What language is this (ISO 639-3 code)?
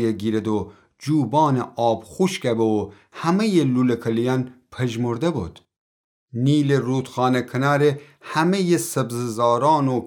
glk